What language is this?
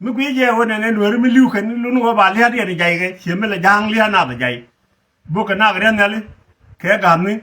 Nuer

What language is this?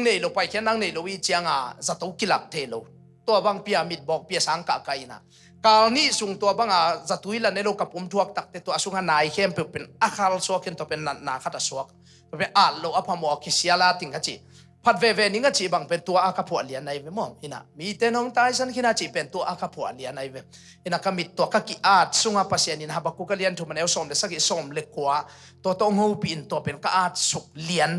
Tedim Chin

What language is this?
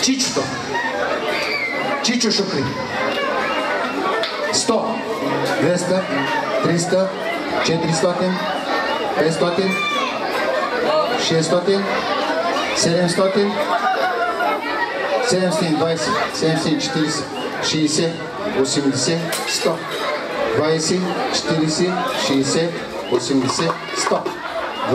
Bulgarian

